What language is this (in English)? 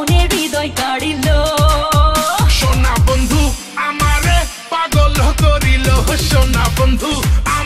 Bangla